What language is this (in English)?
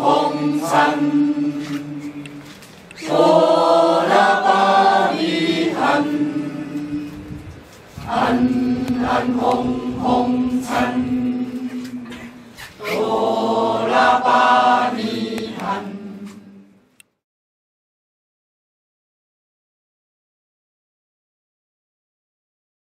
Min Nan Chinese